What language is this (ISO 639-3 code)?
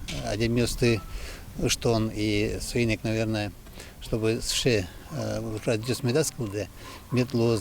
udm